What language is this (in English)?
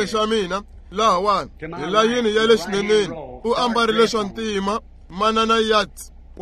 Tsonga